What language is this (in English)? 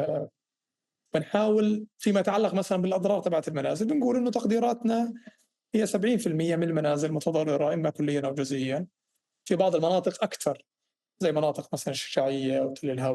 North Levantine Arabic